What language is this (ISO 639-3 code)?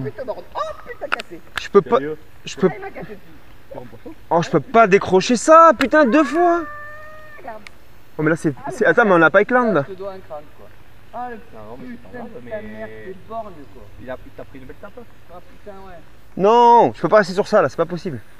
fra